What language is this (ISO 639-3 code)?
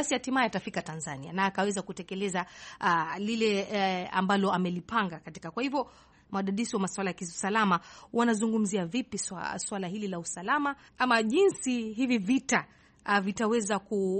swa